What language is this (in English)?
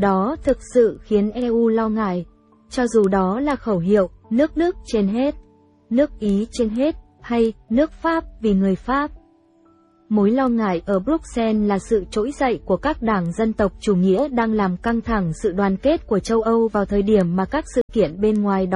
Vietnamese